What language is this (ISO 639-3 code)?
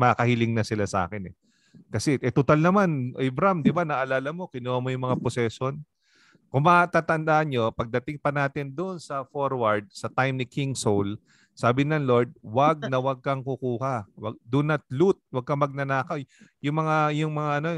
fil